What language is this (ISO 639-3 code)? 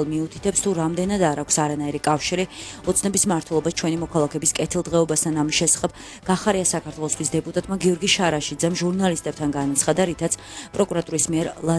kat